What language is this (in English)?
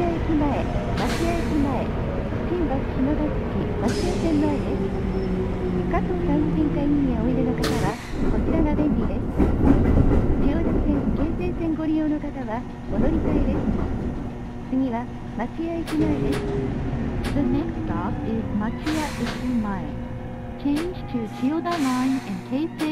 Japanese